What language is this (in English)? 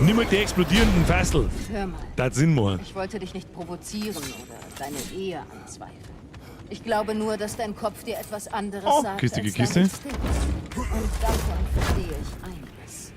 Bavarian